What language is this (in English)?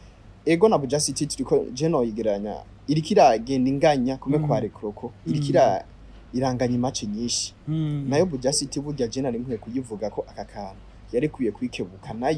Rundi